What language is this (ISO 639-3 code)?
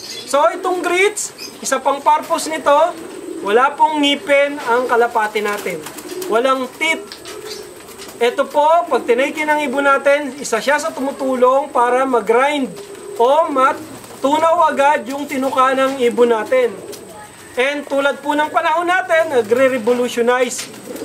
fil